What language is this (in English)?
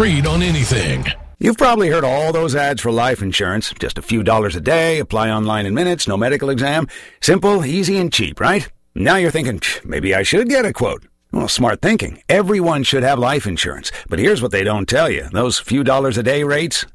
English